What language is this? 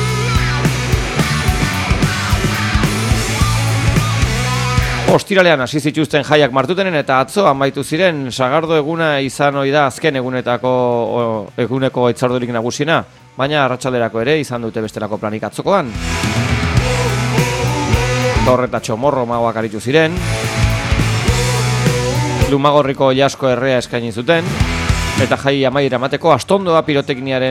Basque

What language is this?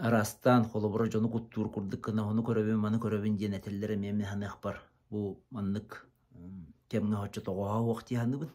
Yakut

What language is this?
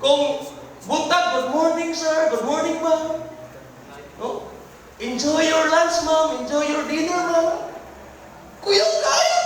Cebuano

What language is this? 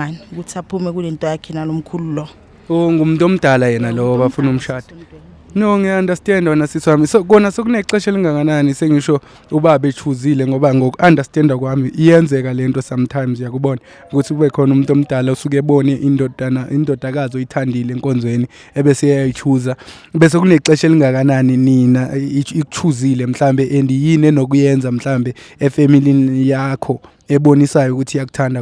Zulu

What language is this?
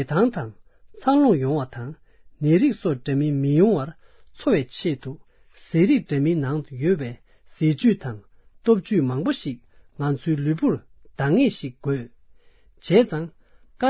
Tibetan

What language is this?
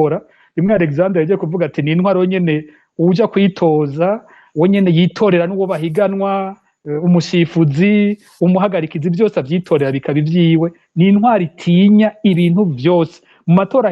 Rundi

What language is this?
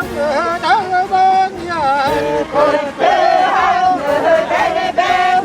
Yakut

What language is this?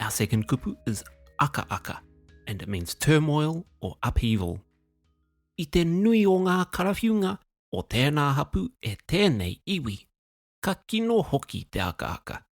Māori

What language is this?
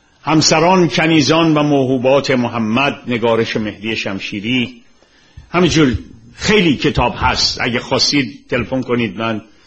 Persian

